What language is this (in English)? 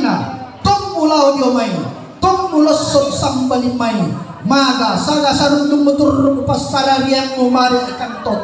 Toraja-Sa'dan